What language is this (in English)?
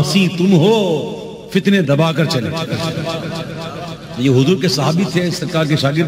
Urdu